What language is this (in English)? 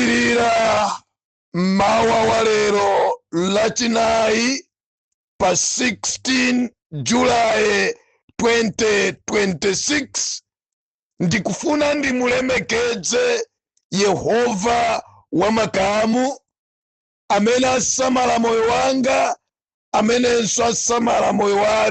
Nyanja